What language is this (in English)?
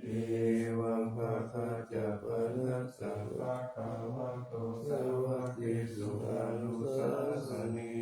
Pali